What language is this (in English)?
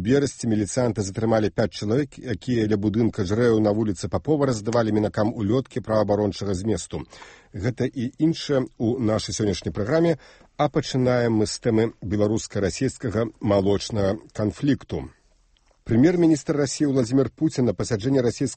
Belarusian